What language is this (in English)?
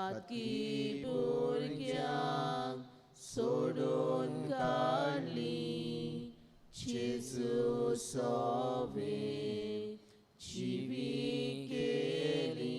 Konkani